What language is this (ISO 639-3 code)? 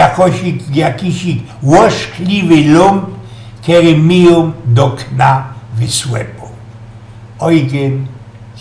szl